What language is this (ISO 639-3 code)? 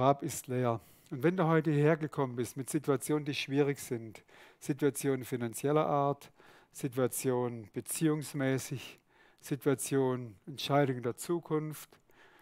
gsw